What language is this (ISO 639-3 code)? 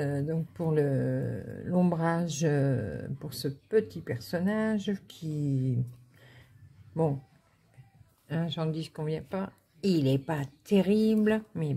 fra